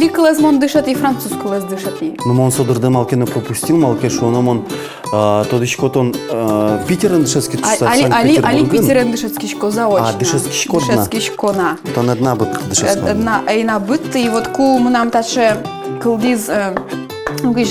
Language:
Udmurt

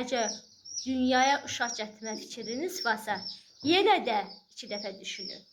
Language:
Azerbaijani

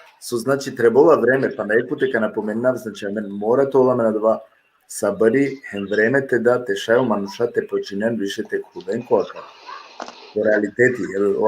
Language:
Balkan Romani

